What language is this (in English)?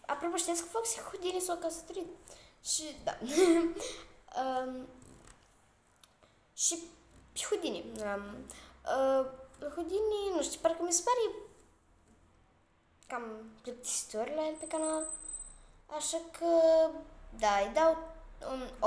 Romanian